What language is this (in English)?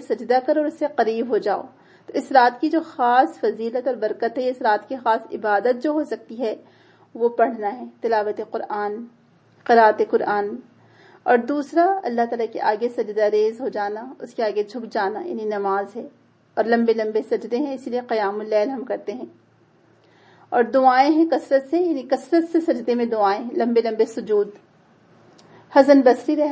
Urdu